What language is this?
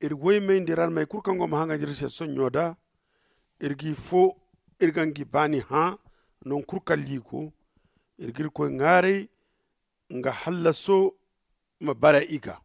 Zarma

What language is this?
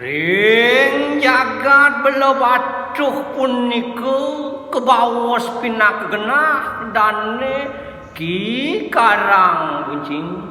Balinese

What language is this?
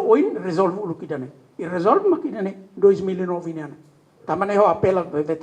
Tetum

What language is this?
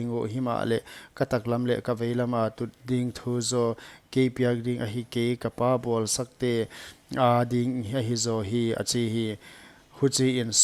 Paite Chin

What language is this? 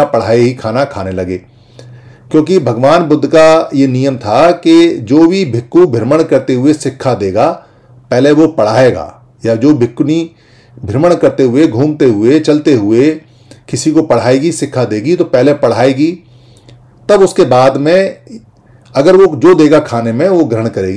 Hindi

